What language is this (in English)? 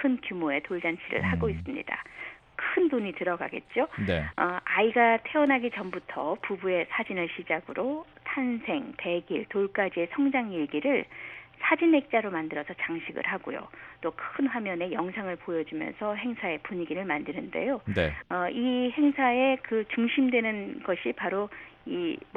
Korean